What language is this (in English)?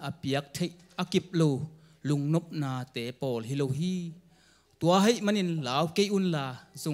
Tedim Chin